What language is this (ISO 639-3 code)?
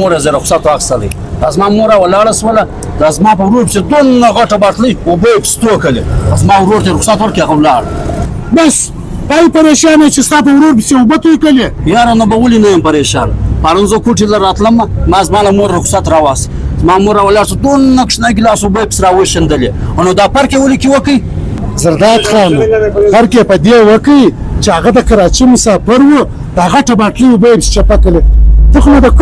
pus